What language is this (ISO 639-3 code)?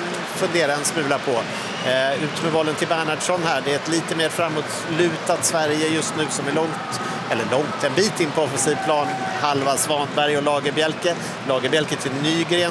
swe